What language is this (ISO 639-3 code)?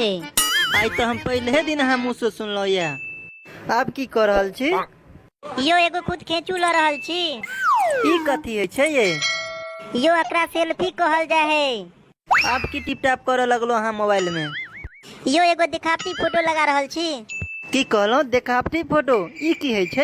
mai